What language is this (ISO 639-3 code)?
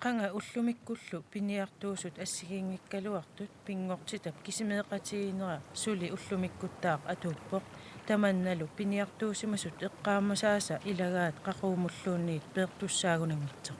kal